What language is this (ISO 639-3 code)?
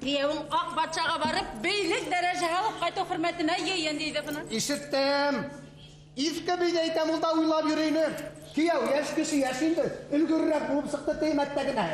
bak